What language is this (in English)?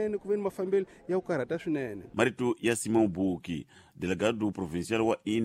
Tsonga